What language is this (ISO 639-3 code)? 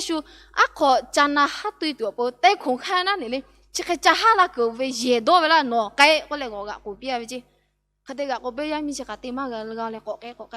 lhu